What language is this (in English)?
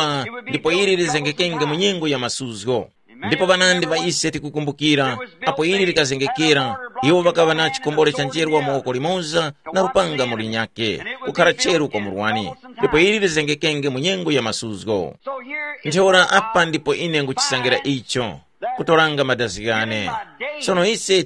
Tumbuka